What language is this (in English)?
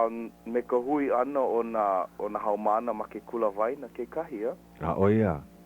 Hawaiian